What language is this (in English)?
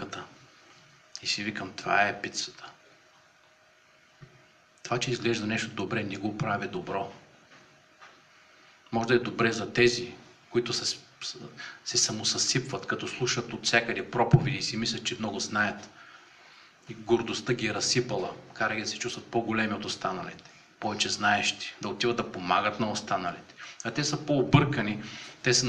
Bulgarian